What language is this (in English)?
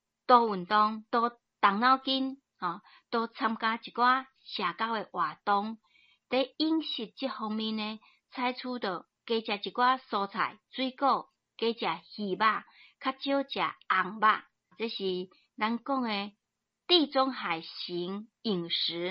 Min Nan Chinese